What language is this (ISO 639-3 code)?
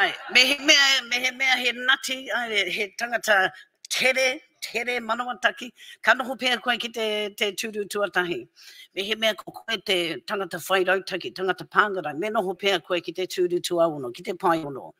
mri